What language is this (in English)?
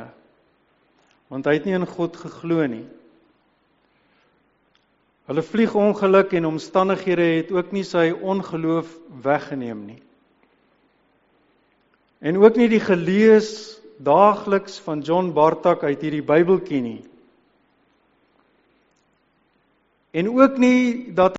Afrikaans